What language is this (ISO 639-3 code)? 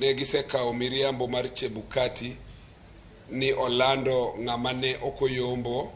luo